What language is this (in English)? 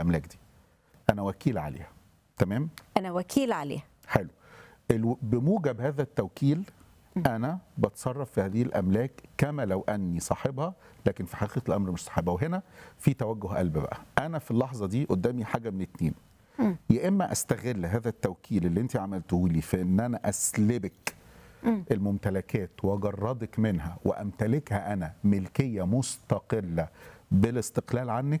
Egyptian Arabic